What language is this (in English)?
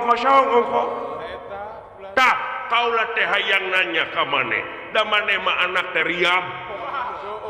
Sundanese